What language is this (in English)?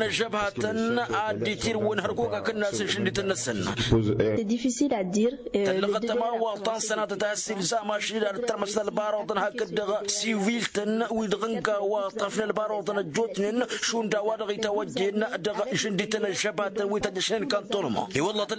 Tamasheq